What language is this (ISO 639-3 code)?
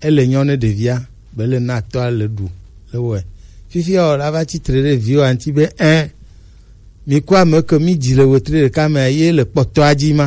gej